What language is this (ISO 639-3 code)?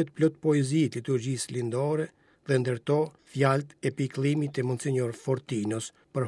sqi